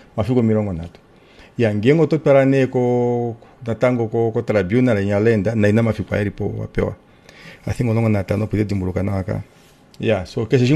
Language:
Kuanyama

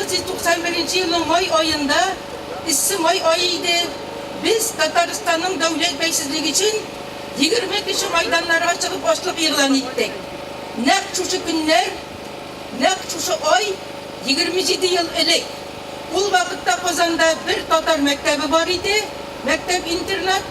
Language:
Tatar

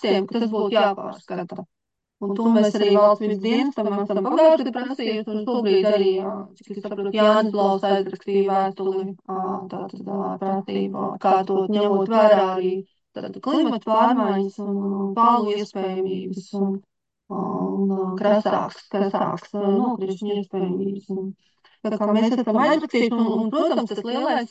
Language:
Latvian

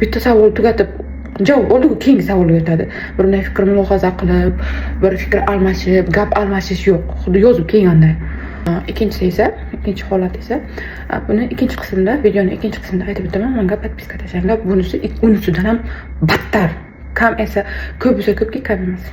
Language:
Uzbek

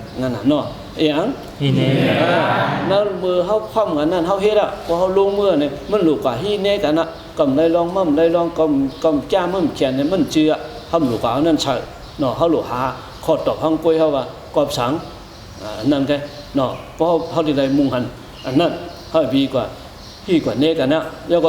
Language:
Shan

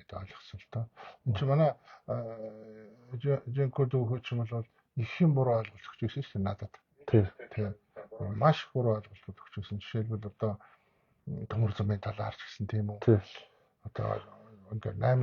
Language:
Mongolian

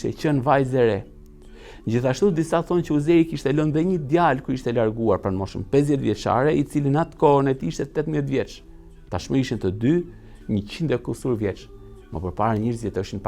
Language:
Albanian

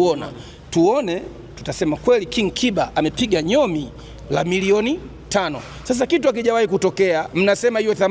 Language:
Swahili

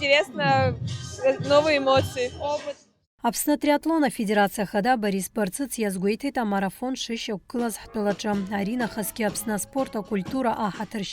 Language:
Abkhazian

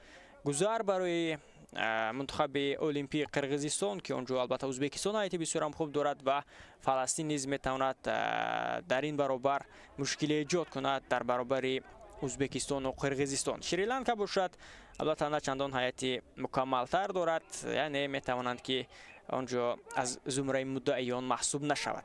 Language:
Tajik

